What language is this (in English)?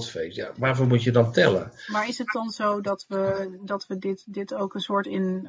Dutch